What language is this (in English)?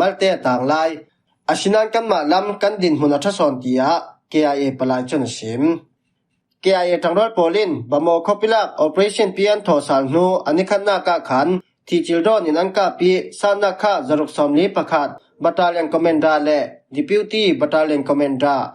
Falam Chin